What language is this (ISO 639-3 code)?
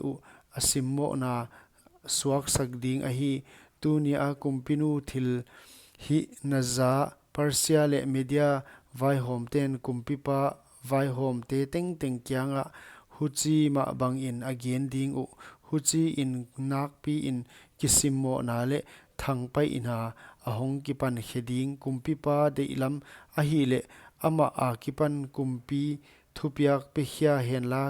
pck